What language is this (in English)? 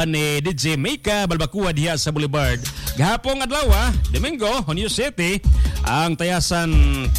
Cebuano